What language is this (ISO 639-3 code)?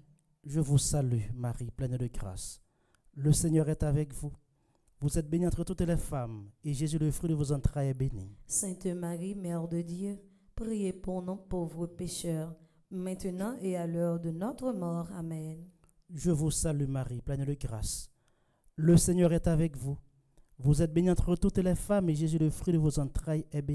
fra